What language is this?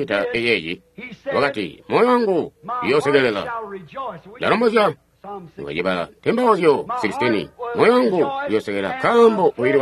Tonga (Zambia)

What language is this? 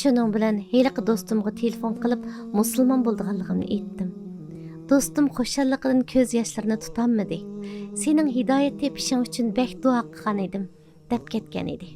Uyghur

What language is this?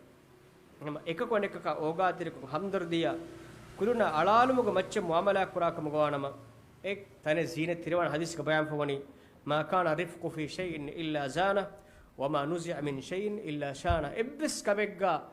Divehi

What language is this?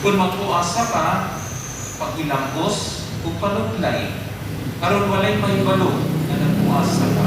Cebuano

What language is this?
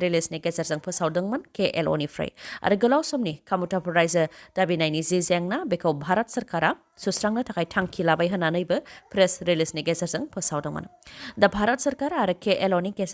Bodo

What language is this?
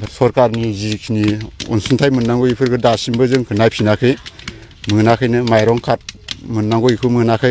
Bodo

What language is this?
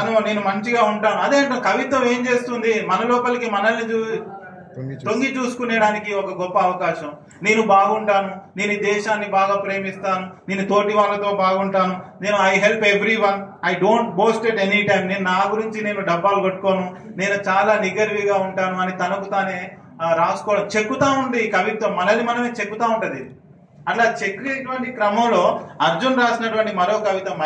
Telugu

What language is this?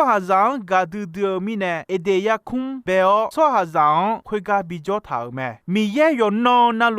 Akha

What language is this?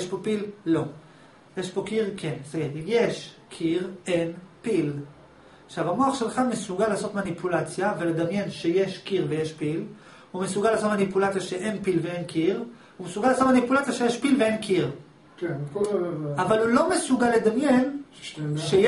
Hebrew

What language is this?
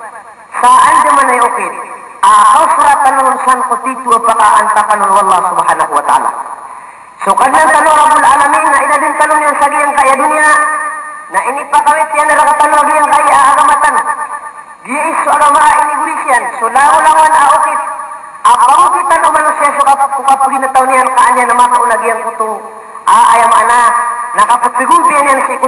Maranao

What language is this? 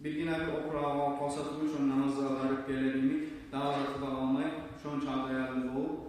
Kumyk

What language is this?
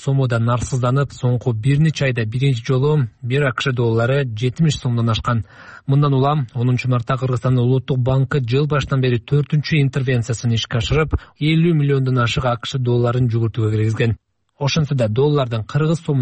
Kyrgyz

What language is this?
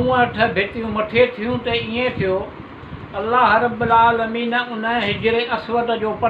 Sindhi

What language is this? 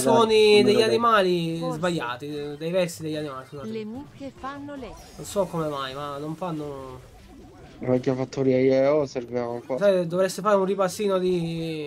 Italian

